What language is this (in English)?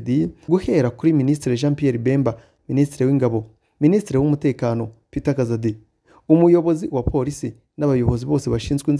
Kinyarwanda